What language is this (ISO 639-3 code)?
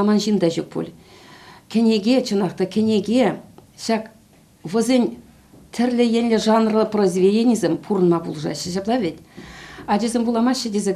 chv